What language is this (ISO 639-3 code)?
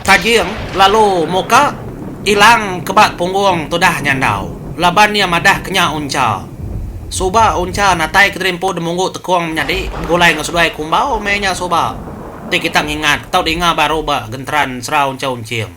iba